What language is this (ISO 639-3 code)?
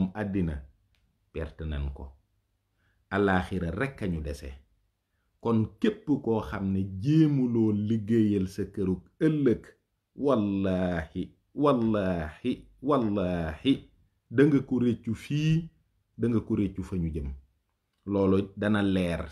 wol